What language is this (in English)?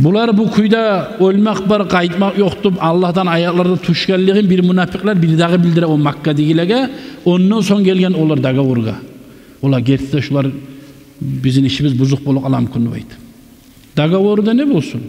Kumyk